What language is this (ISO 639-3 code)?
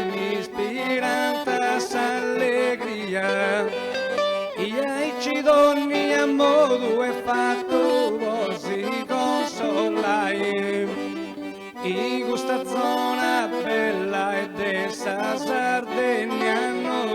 srd